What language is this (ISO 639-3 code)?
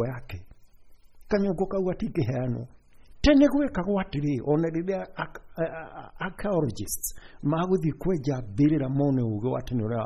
kik